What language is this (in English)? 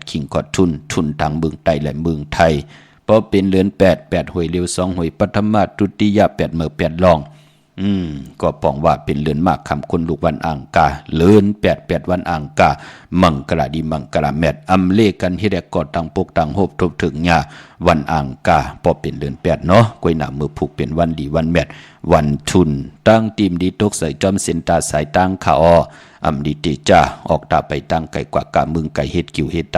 Shan